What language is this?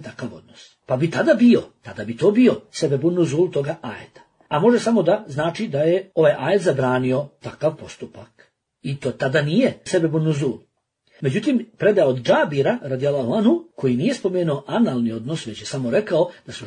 Bosnian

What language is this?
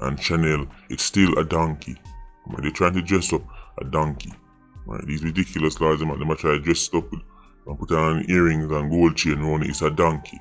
Jamaican Creole English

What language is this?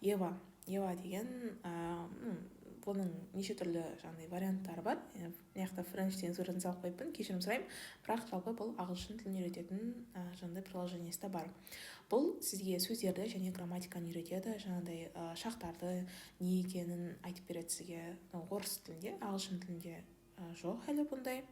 Kazakh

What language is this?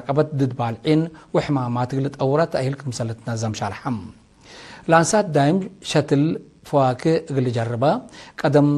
Tigre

